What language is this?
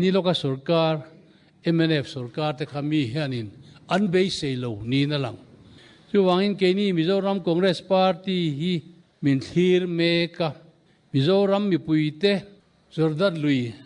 Mizo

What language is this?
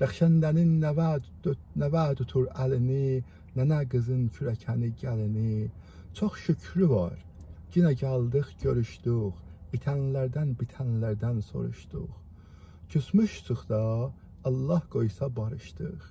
South Azerbaijani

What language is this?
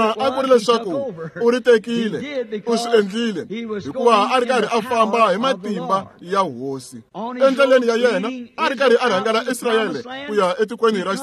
Tsonga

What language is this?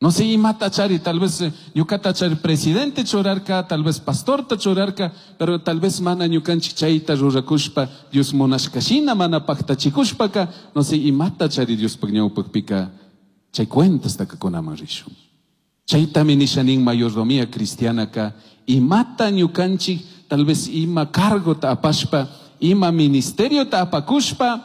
Chimborazo Highland Quichua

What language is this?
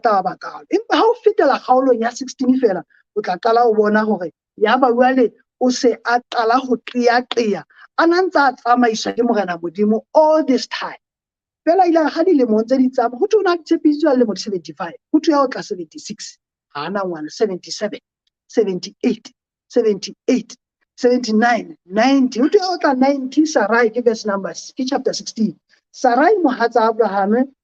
Southern Sotho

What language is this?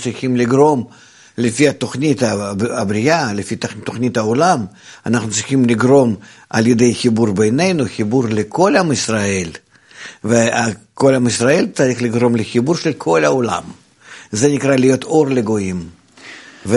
Hebrew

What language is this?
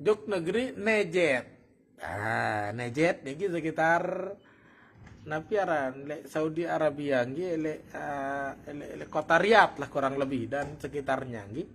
Sasak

